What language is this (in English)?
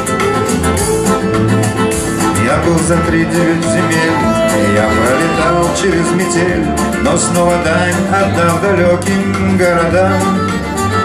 Russian